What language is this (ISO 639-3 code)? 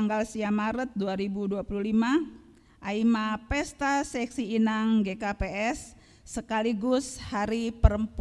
bts